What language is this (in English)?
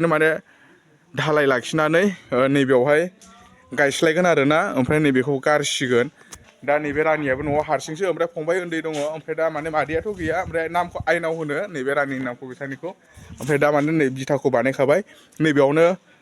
Bodo